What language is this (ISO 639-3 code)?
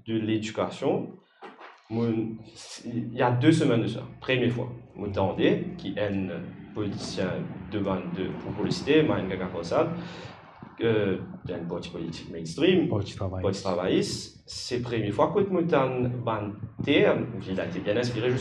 mfe